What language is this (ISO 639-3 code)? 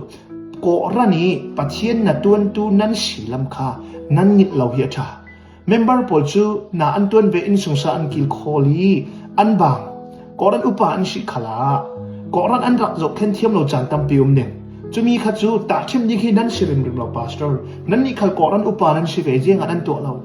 cfm